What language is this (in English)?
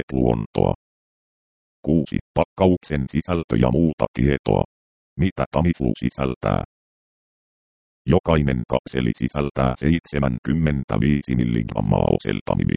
Finnish